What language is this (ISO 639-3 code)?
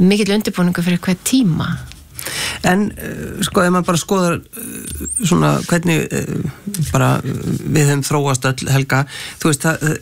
isl